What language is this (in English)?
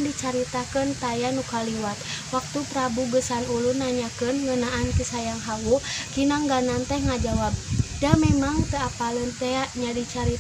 Sundanese